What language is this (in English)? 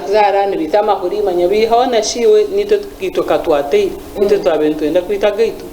Nyankole